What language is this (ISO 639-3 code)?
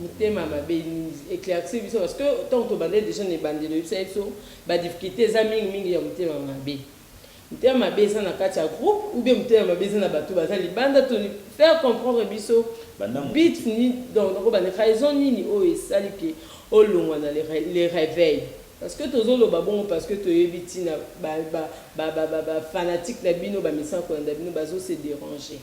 lin